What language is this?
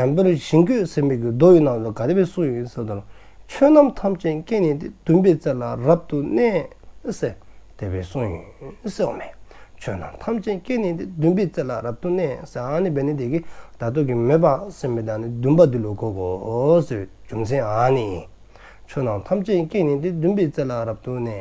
Dzongkha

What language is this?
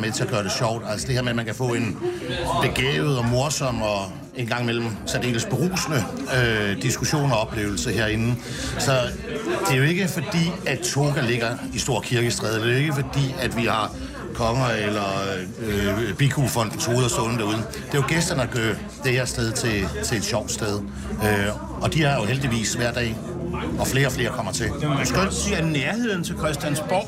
Danish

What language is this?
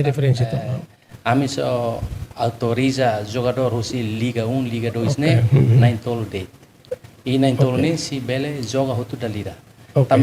Tetum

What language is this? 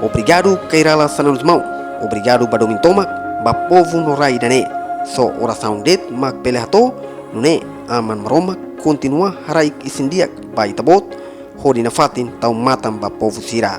Tetum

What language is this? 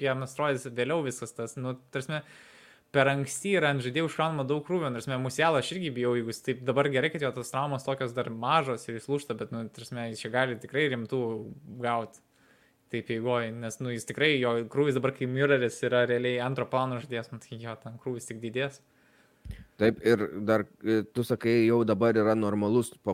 Lithuanian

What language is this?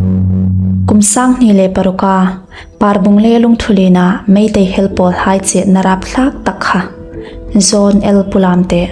Hmar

